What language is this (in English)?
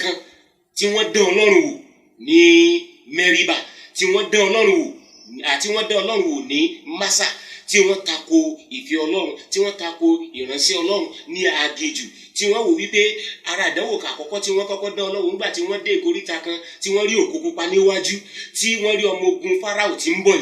Yoruba